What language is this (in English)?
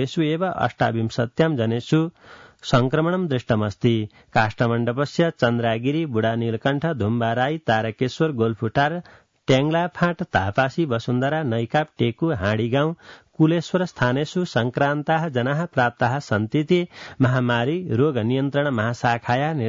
Sanskrit